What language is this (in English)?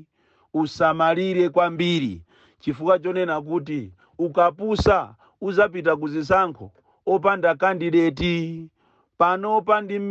Nyanja